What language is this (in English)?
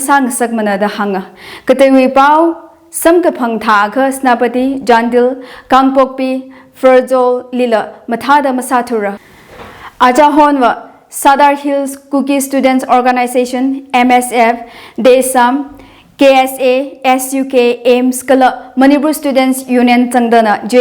Tangkhul Naga (India)